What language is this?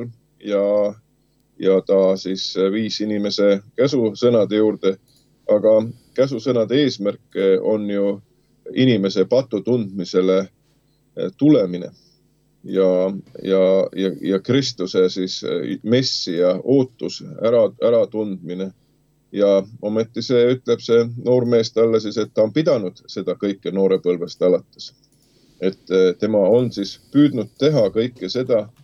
Estonian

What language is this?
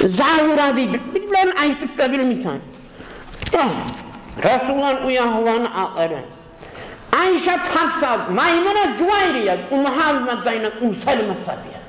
Kumyk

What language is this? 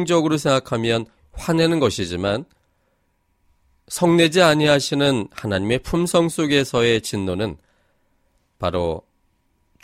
Korean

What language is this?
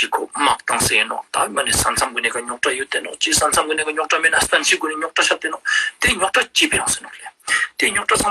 Ladakhi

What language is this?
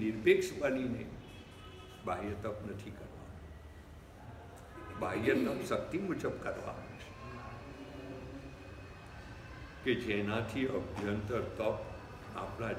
Gujarati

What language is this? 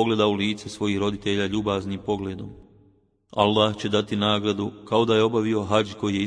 Bosnian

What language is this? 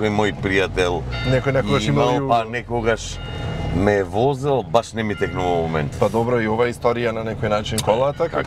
Macedonian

